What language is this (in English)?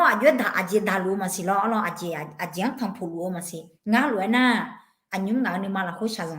Akha